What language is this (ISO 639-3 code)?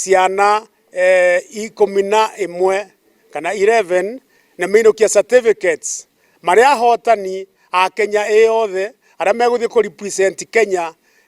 kik